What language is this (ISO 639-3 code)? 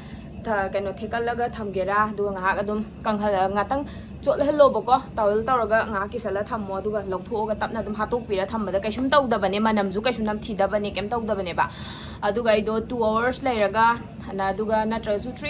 mni